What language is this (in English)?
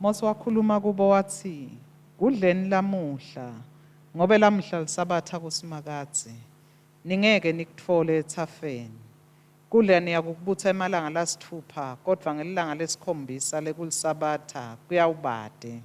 Swati